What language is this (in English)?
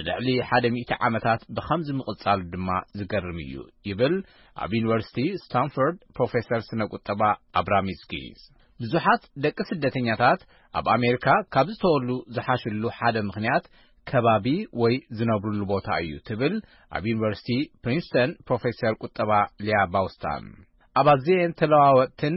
Tigrinya